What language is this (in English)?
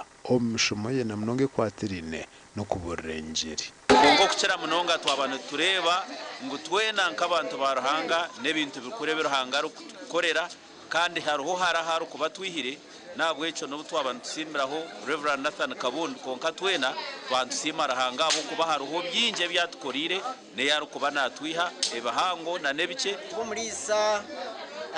Nyankole